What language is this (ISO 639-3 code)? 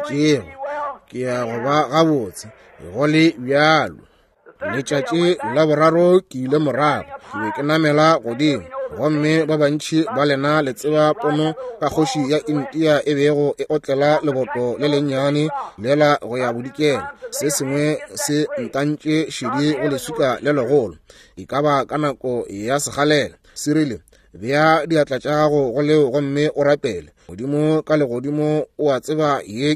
nso